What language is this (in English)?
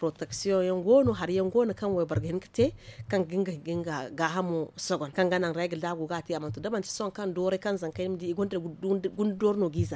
Zarma